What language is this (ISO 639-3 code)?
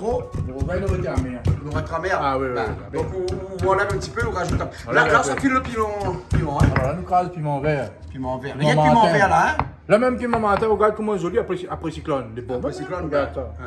rcf